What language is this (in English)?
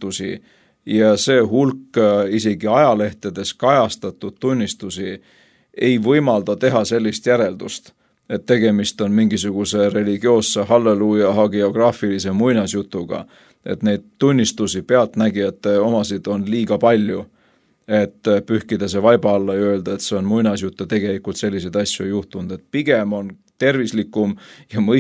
Estonian